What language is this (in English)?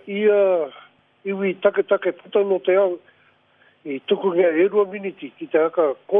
Māori